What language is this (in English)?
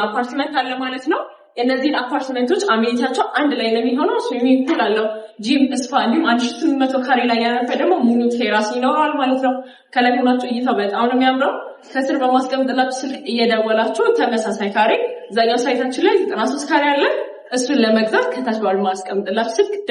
Amharic